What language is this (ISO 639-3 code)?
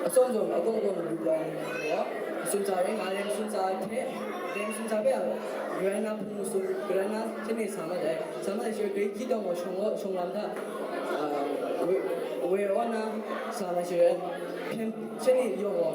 kac